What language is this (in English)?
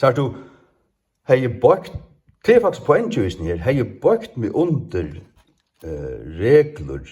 Faroese